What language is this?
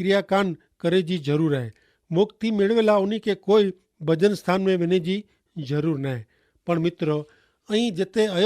Kachhi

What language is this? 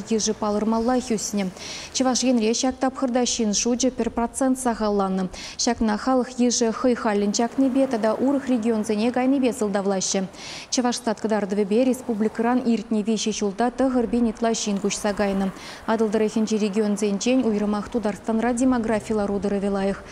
Chuvash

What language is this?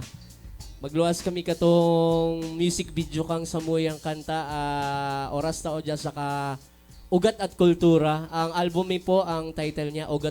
Bikol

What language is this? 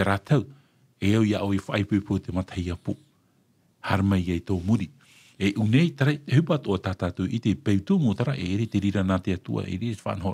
Tahitian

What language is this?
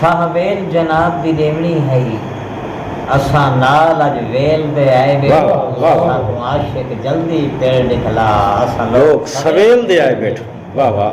Saraiki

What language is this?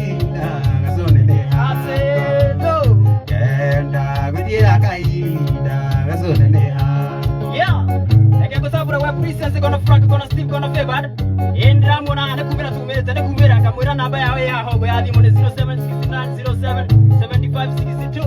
Kikuyu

